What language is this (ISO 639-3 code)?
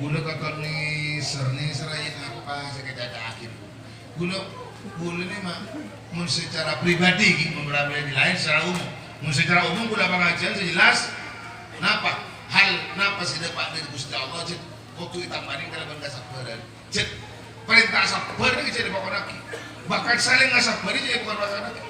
mad